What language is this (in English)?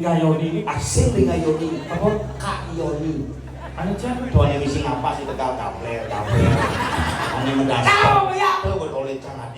Balinese